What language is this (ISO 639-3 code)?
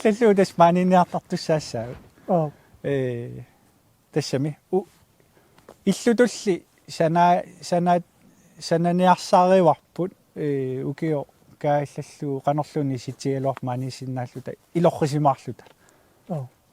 kal